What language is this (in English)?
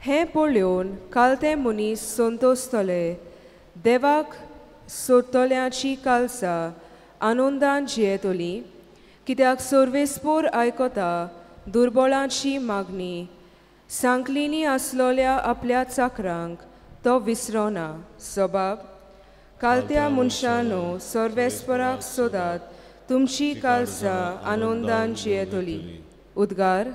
Konkani